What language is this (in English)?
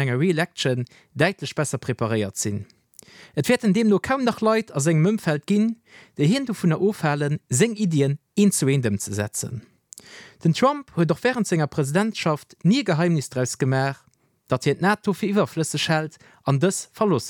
Luxembourgish